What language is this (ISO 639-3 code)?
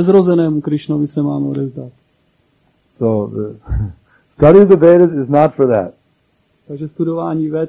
ces